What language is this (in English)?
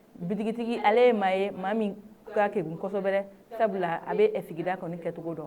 Bambara